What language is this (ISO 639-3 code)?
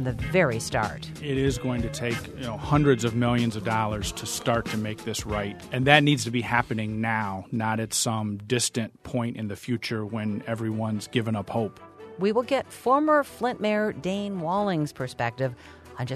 eng